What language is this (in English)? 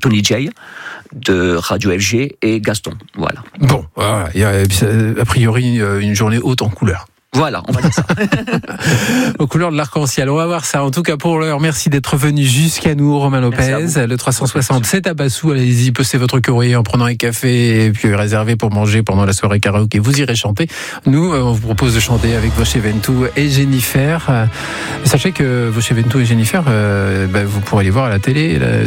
French